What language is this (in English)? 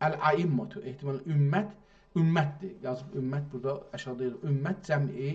South Azerbaijani